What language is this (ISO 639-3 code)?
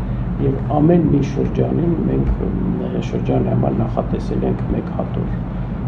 hye